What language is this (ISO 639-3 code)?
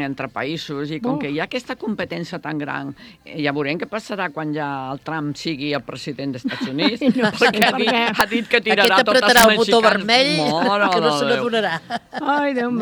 cat